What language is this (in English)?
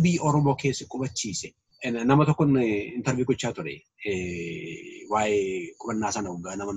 Oromo